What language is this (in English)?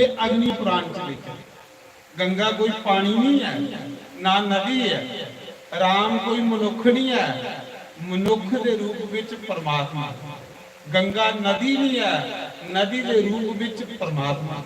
Dogri